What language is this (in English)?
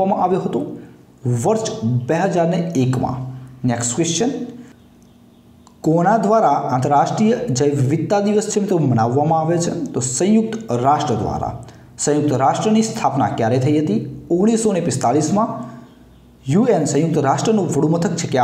Gujarati